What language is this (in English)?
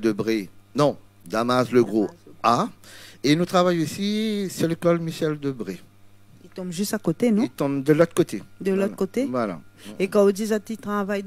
Réunion Creole French